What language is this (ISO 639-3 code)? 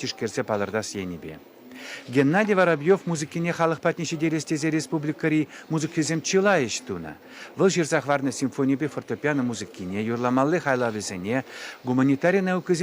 chv